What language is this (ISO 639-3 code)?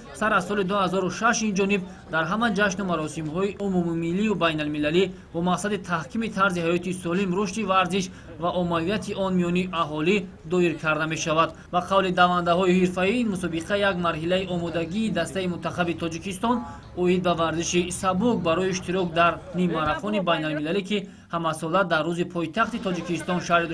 tgk